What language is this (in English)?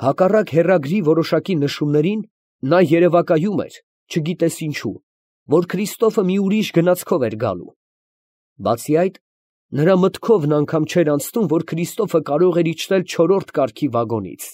Armenian